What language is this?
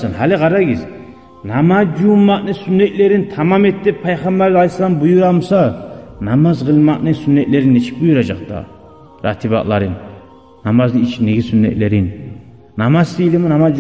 Kumyk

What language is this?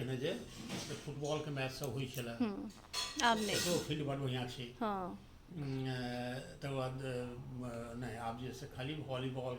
Maithili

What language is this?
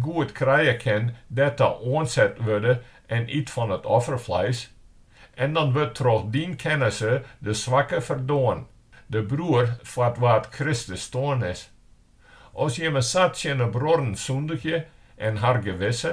Western Frisian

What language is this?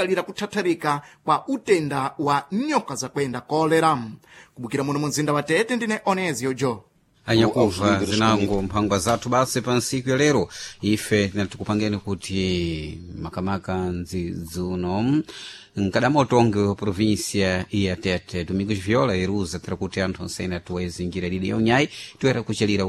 Sena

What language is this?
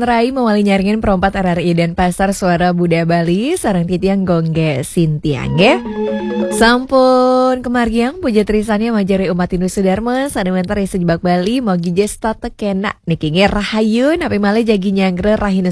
Balinese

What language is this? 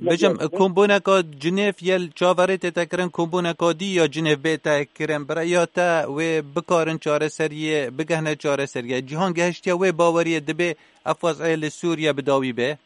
Kurdish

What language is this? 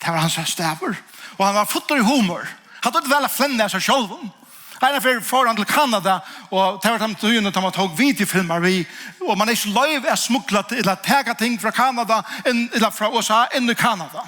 Faroese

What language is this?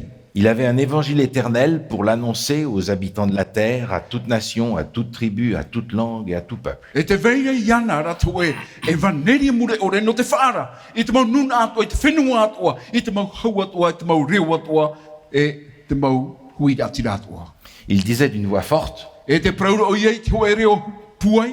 Tahitian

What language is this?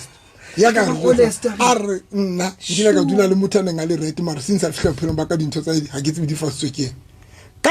Southern Sotho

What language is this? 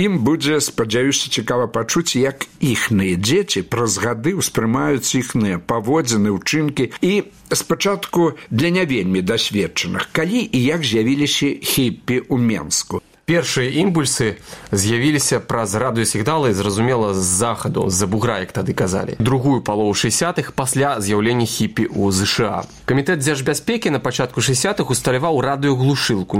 Belarusian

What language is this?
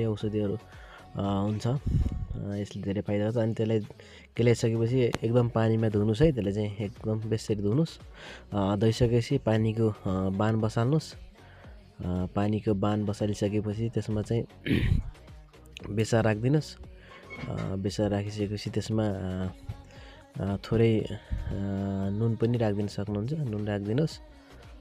Nepali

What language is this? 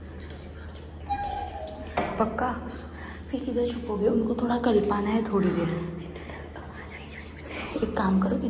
Punjabi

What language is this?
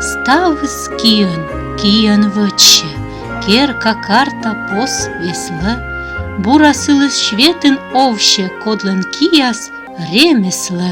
Komi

